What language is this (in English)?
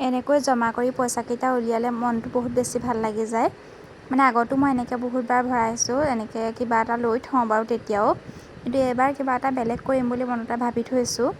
Assamese